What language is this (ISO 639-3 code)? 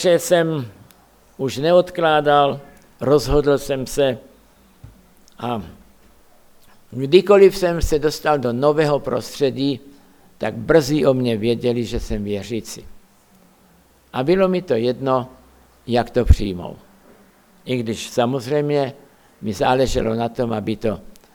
ces